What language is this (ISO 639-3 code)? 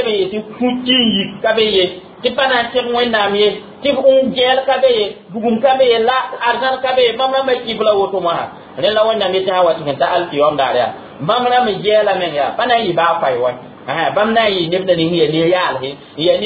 mos